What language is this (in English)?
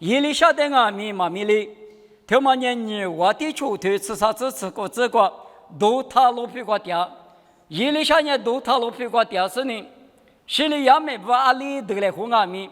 Lisu